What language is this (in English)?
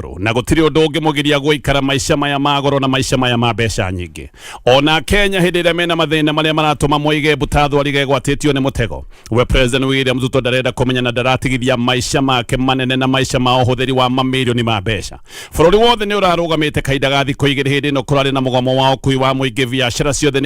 Kikuyu